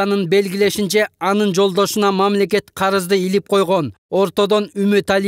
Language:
Kyrgyz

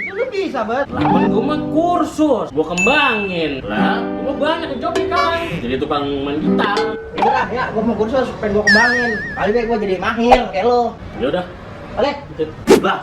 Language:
Betawi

